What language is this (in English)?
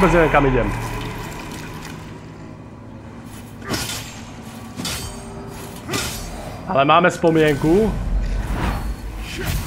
Slovak